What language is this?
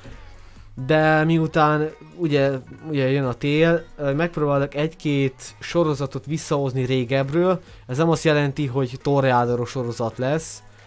Hungarian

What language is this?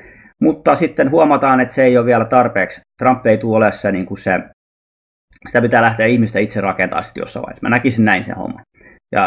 Finnish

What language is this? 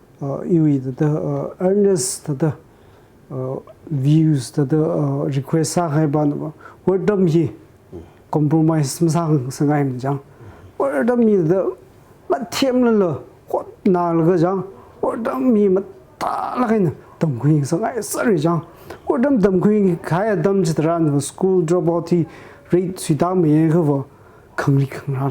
Tangkhul Naga (India)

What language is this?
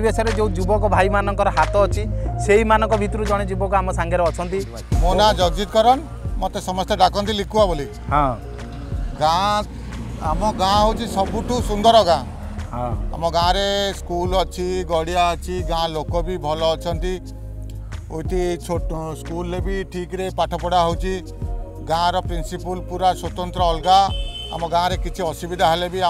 Odia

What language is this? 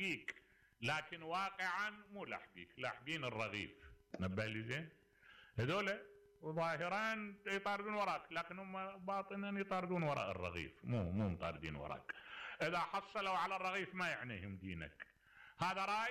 Mesopotamian Arabic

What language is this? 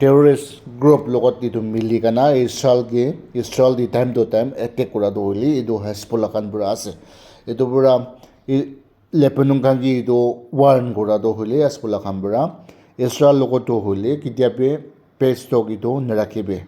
Naga Pidgin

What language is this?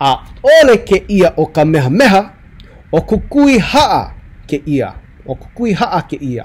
Hawaiian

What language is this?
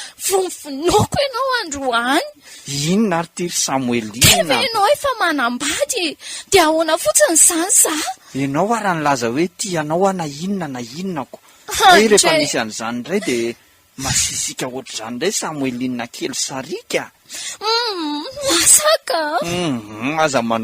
Malagasy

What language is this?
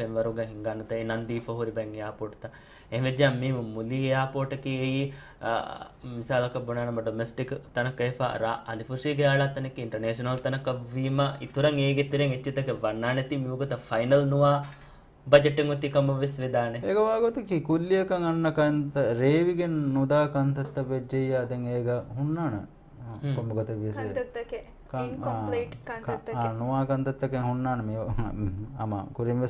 Divehi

